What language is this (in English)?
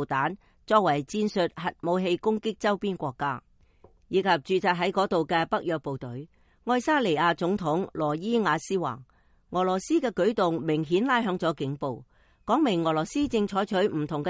Cantonese